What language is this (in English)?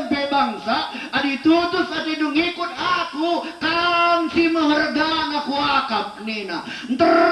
Batak Karo